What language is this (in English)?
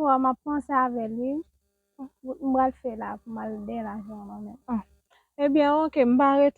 Haitian Creole